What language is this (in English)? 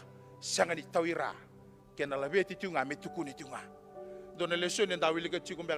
Fijian